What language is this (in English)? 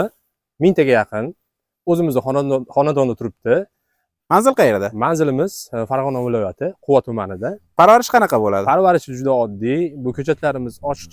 Uzbek